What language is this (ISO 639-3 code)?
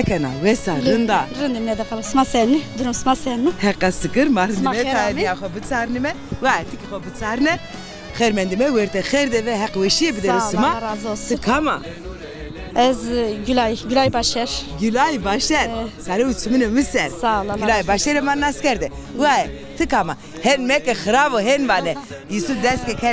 zza